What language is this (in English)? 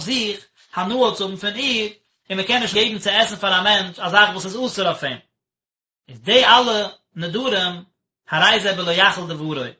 Yiddish